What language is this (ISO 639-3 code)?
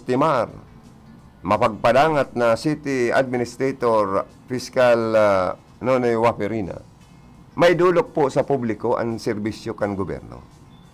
bik